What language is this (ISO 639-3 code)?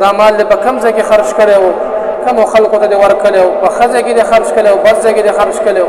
pus